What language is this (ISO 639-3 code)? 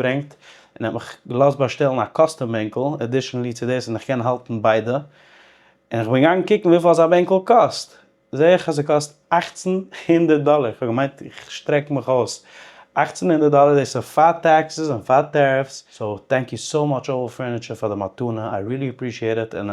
yid